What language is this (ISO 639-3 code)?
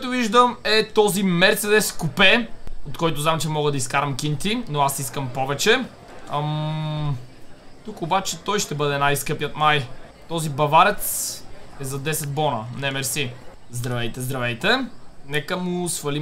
bul